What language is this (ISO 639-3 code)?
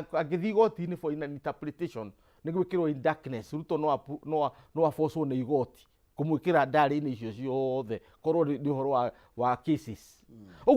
kik